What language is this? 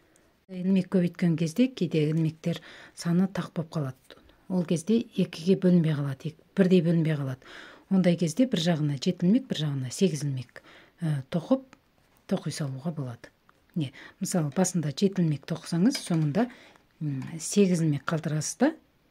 Kazakh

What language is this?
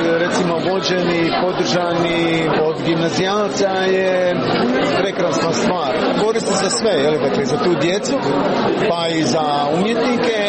Serbian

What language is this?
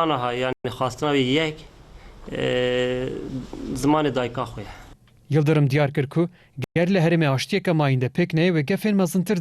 Kurdish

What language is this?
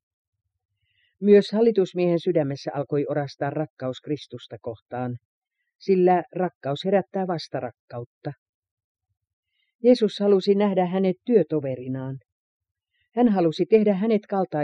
Finnish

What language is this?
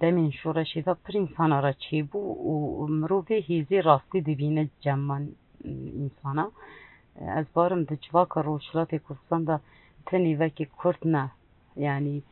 Kurdish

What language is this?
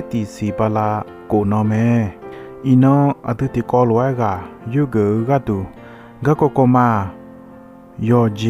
Akha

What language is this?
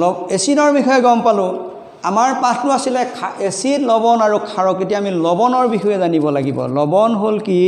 Assamese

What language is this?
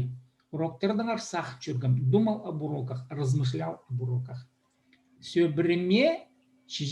Khakas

